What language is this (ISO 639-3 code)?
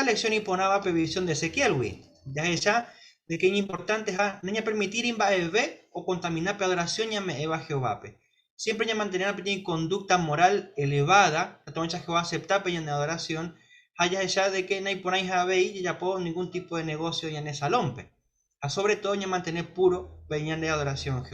grn